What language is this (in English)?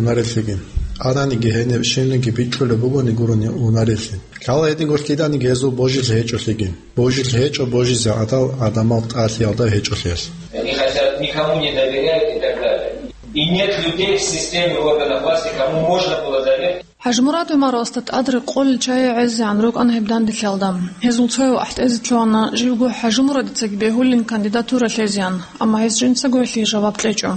Avaric